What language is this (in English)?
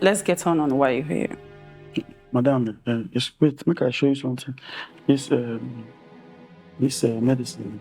Nigerian Pidgin